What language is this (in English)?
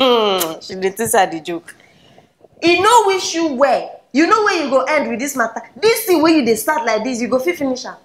Nigerian Pidgin